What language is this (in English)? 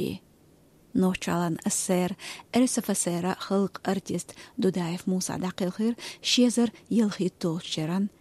Chechen